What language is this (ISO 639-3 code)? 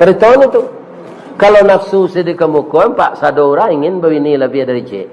min